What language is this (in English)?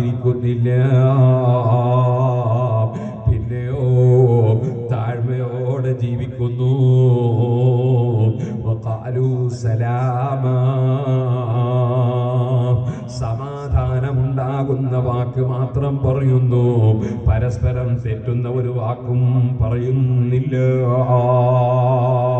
Malayalam